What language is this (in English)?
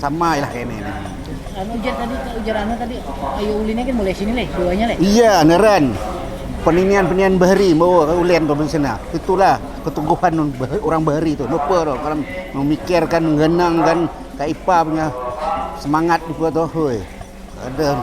Banjar